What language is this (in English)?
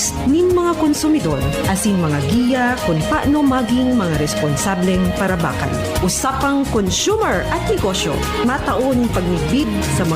Bikol